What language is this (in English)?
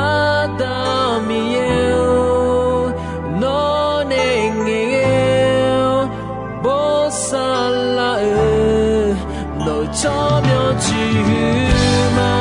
Akha